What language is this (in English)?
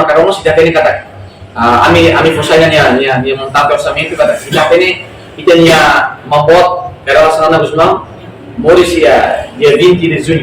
Tetum